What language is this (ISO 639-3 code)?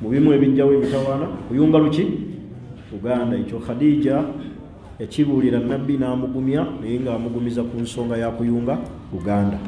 lug